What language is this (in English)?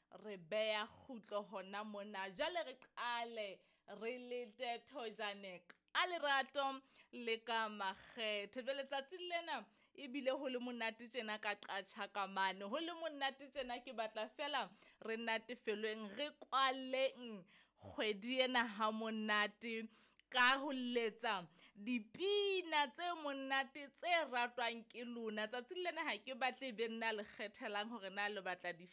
Southern Sotho